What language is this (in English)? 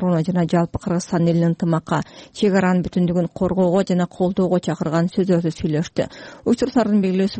Kyrgyz